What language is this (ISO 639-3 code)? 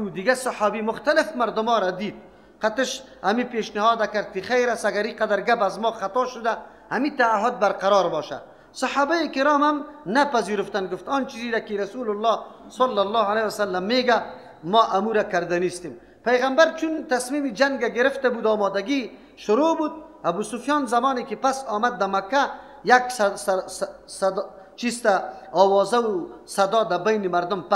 fas